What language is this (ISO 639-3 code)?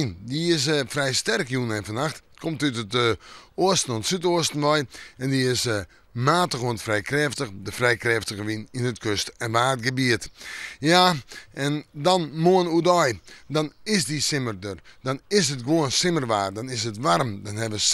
fry